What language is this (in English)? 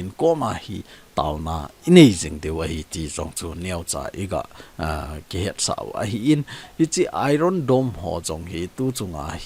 Thado Chin